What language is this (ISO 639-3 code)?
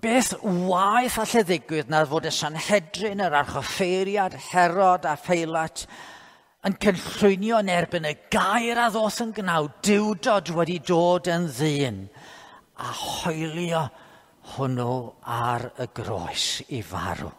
cym